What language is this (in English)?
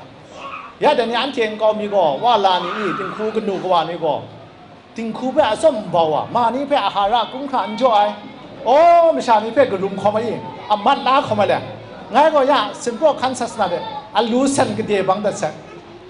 Kachin